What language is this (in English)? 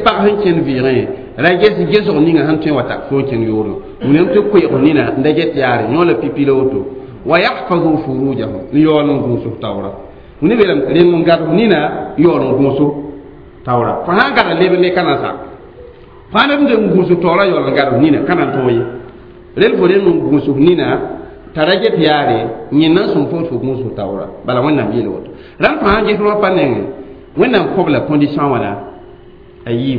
Mossi